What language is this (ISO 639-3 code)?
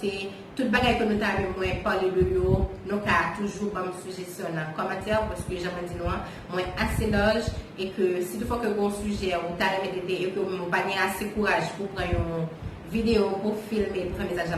hat